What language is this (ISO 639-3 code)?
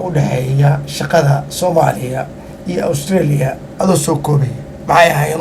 som